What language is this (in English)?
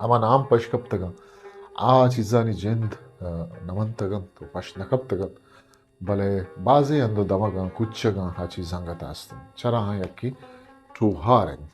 Eastern Balochi